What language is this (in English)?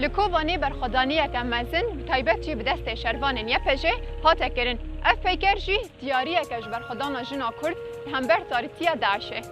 Kurdish